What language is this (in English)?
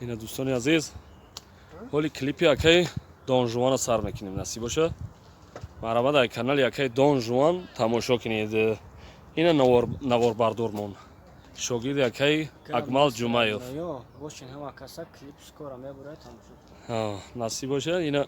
Tajik